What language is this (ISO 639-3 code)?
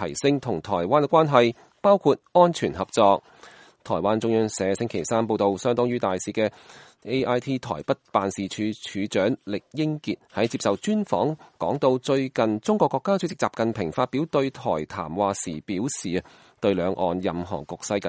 yue